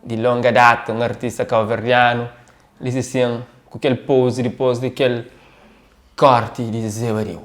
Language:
Kabuverdianu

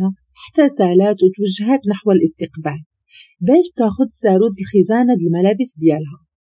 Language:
Moroccan Arabic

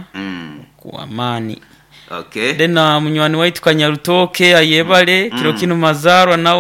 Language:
Nyoro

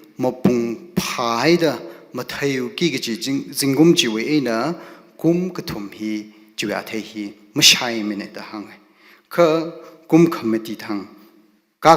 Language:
Tangkhul Naga (India)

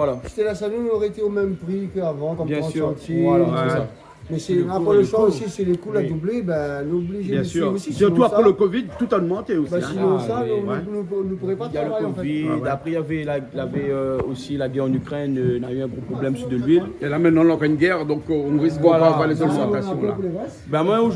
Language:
Réunion Creole French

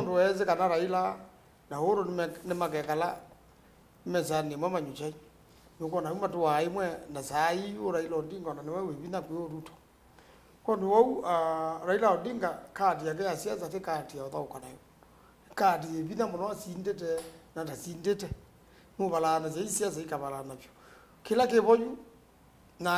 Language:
Kamba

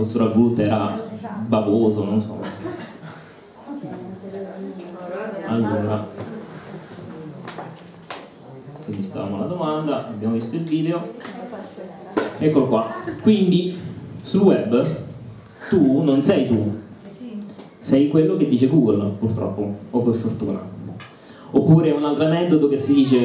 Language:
Italian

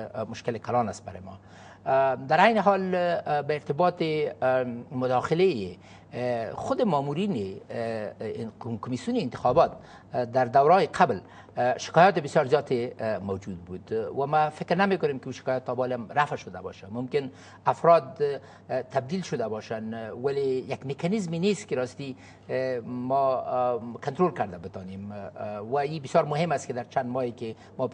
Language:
Persian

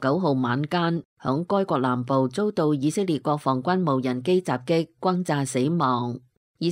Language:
Cantonese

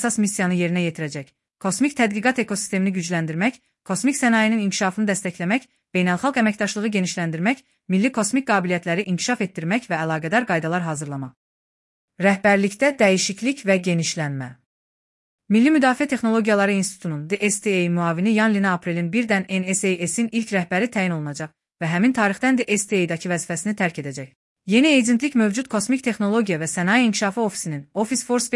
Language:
Azerbaijani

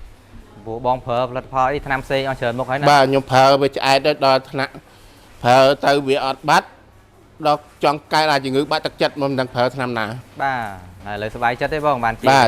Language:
Khmer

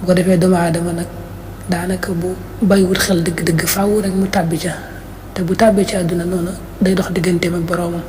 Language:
Wolof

